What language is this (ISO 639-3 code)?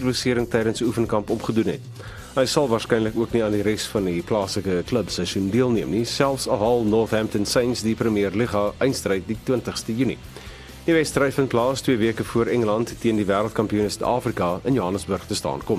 afr